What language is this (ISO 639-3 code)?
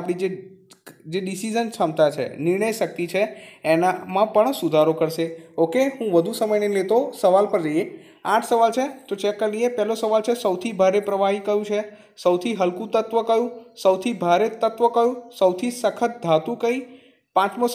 guj